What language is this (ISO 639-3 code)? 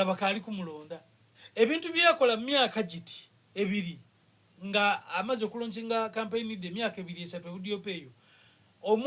xog